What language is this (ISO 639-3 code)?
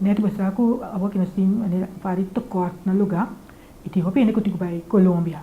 pap